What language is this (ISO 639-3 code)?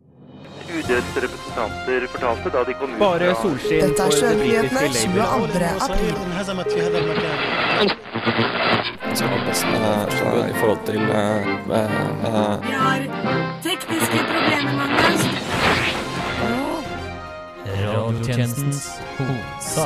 nor